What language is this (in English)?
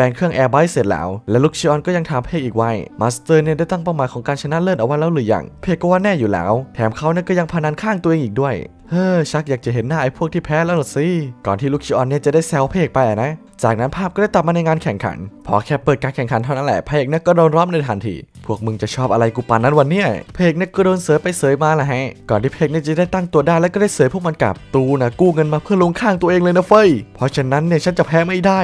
Thai